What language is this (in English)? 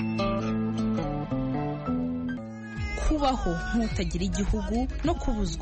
Kinyarwanda